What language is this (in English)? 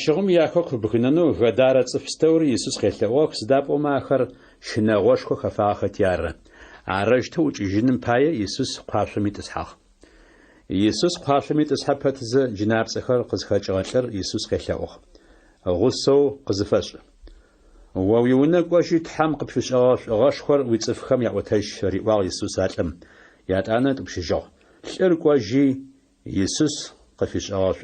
Adyghe